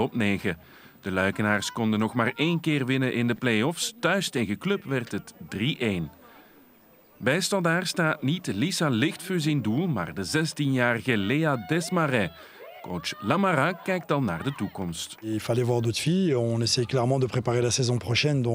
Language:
Dutch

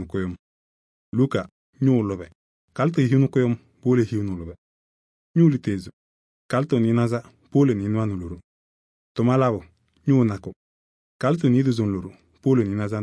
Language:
Kabiyè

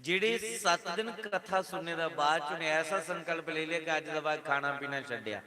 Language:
Dogri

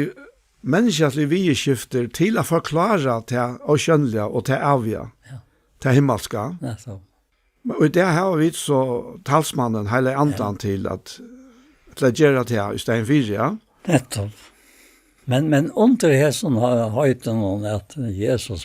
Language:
Faroese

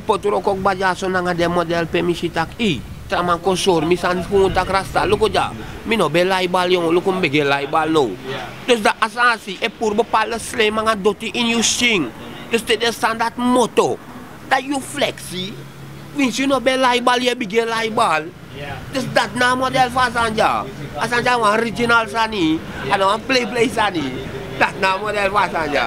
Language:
Sranan Tongo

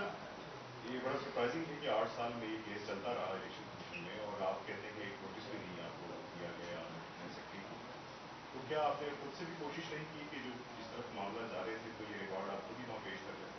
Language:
Urdu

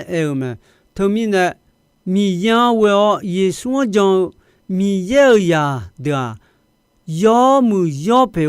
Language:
Akha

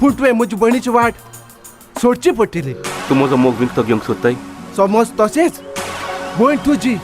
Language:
Konkani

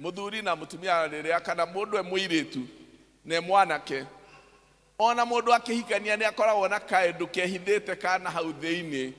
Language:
Kikuyu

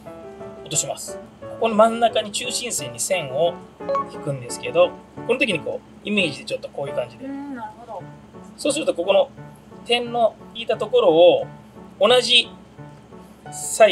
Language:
Japanese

